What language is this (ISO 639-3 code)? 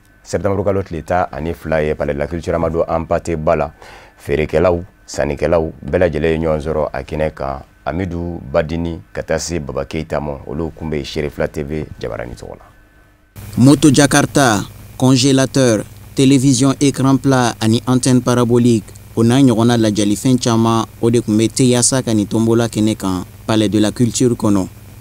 bam